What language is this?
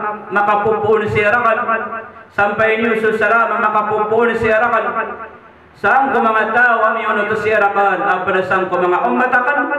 Maranao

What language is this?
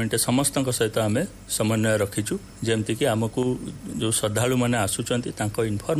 Odia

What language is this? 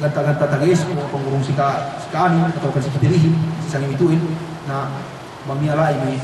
Yakan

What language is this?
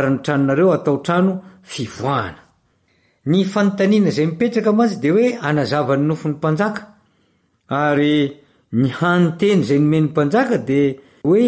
Malagasy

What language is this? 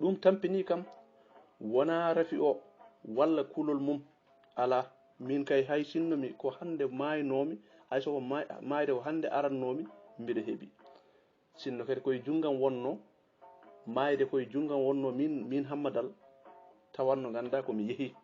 Fula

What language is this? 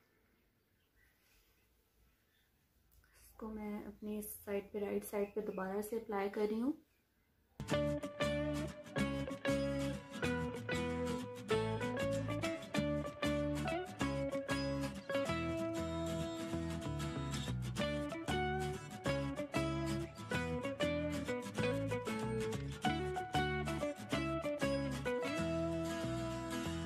Hindi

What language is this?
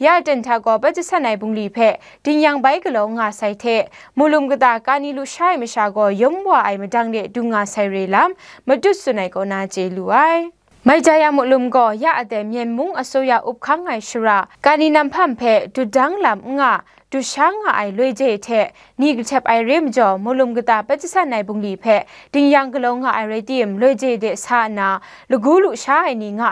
Kachin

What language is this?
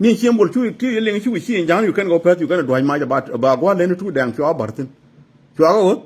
Nuer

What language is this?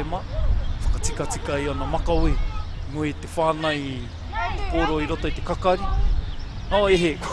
Māori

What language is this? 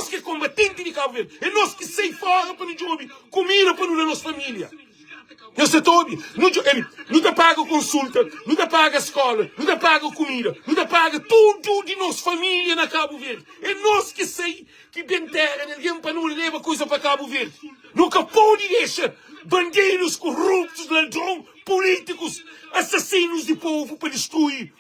Kabuverdianu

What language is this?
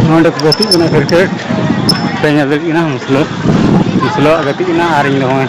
Santali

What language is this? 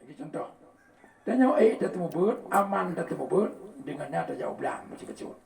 Achinese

